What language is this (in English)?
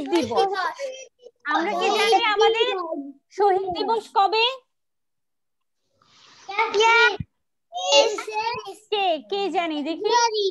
Bangla